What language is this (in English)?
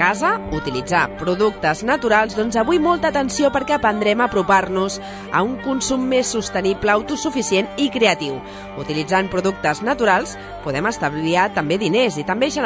Catalan